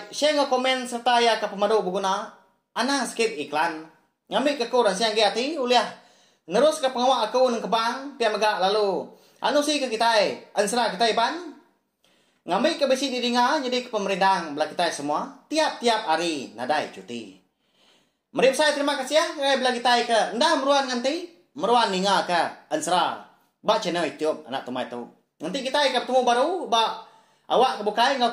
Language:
Iban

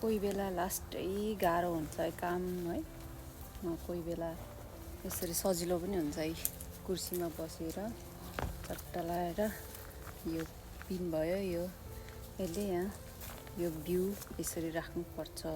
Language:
Nepali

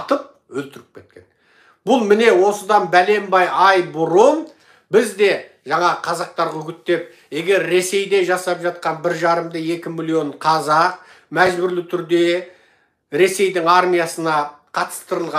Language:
Kazakh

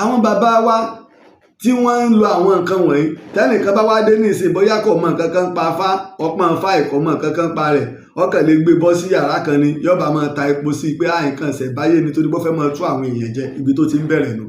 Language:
Yoruba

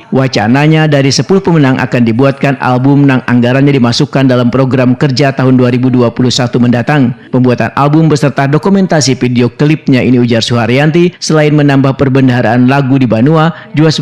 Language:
Banjar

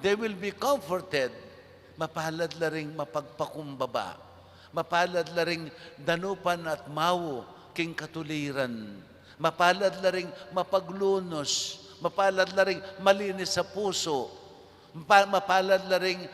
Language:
Pampanga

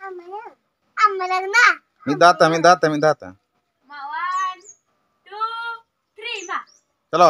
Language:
Santali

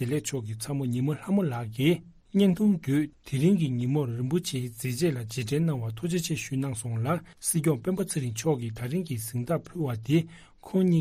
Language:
Tibetan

